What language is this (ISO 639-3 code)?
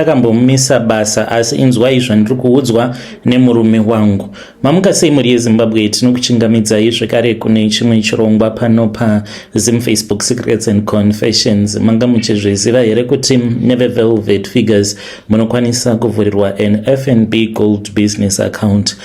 sna